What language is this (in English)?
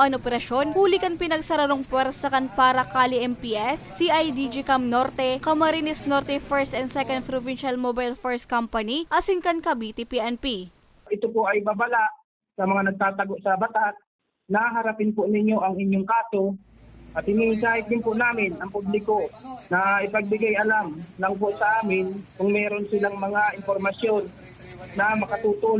Bikol